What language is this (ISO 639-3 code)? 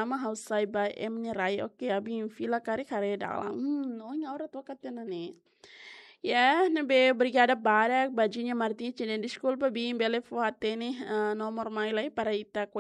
tet